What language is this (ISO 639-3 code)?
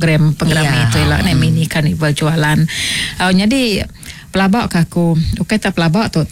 iba